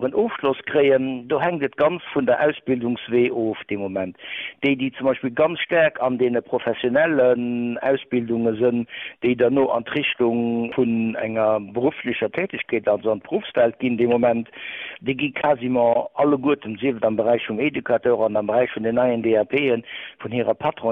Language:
Luxembourgish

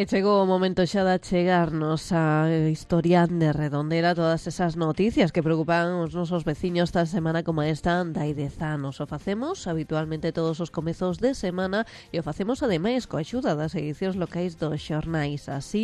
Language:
Galician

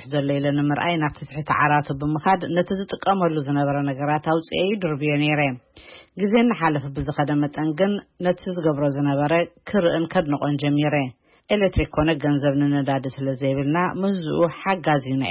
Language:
Tigrinya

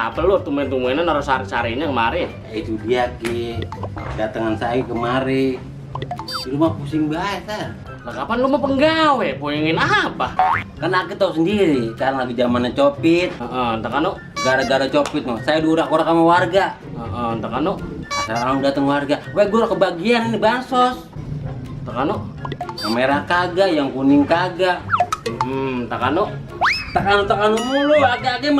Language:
Betawi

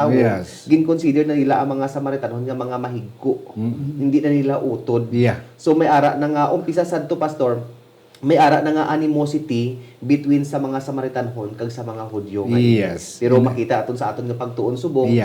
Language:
Hiligaynon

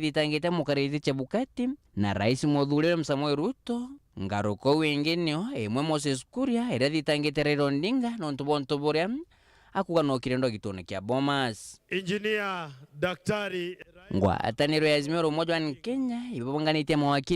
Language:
Meru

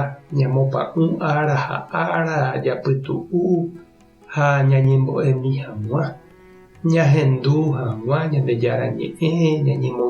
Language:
Guarani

